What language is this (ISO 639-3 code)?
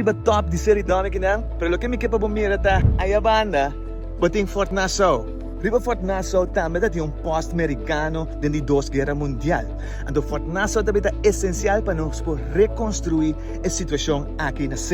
pap